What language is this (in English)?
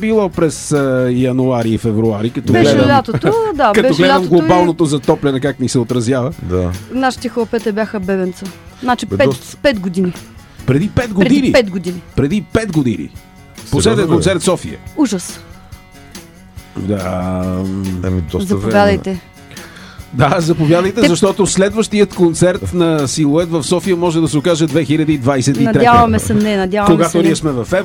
Bulgarian